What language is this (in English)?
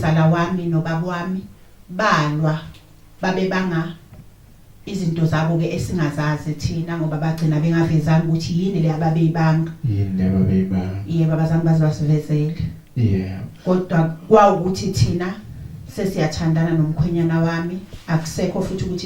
Zulu